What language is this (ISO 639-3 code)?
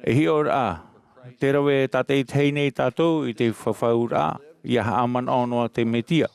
tah